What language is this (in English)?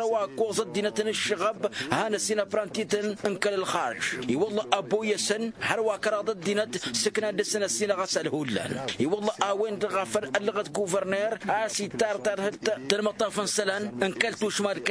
Tamasheq